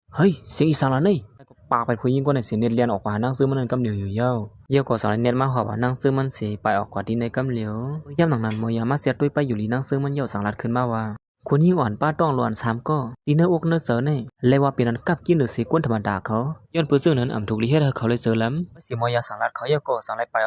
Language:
Shan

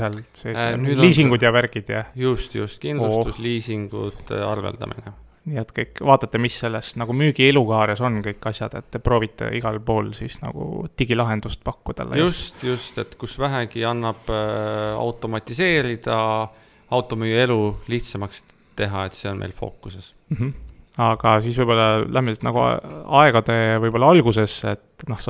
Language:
Estonian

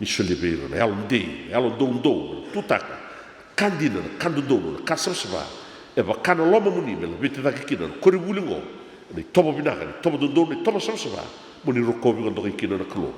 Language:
Fijian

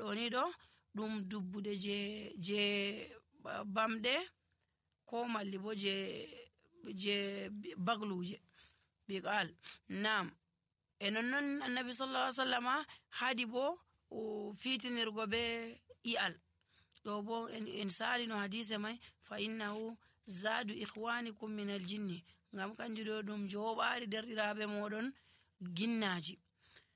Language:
Nigerian Fulfulde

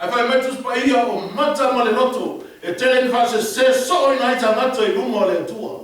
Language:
Samoan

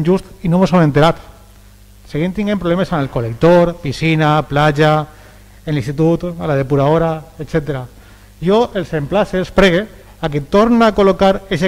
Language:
Catalan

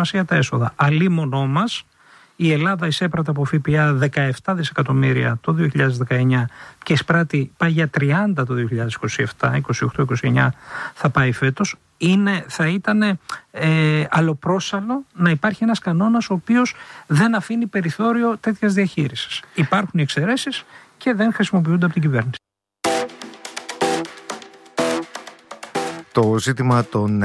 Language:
Greek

